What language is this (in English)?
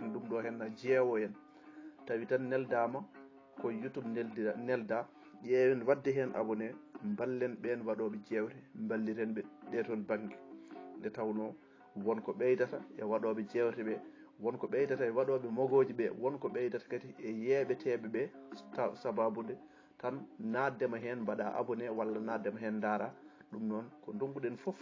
Fula